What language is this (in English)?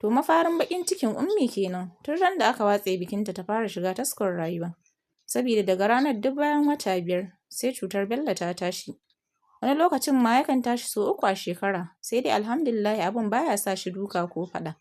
Hausa